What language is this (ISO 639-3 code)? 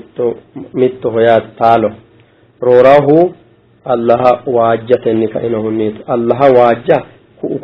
sid